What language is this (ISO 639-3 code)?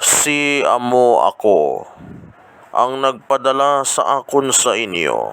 hil